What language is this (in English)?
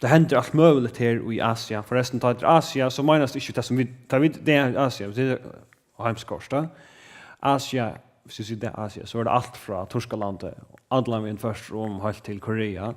Faroese